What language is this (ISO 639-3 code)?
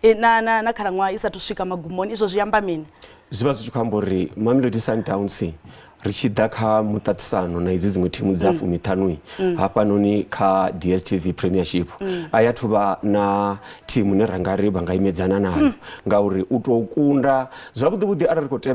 ven